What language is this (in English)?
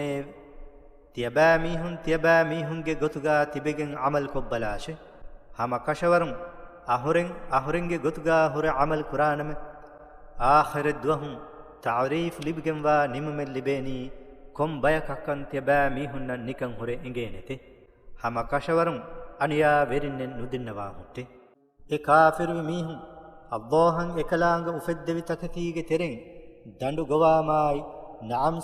Divehi